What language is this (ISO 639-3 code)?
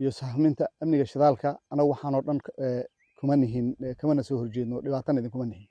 som